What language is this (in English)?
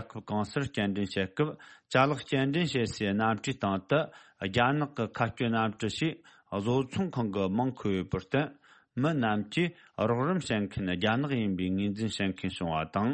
Tibetan